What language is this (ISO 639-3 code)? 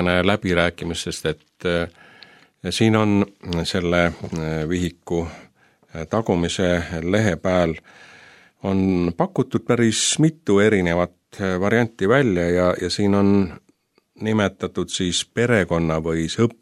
est